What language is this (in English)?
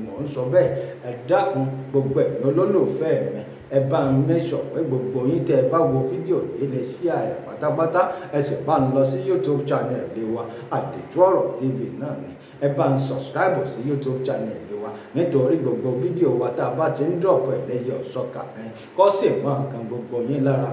Yoruba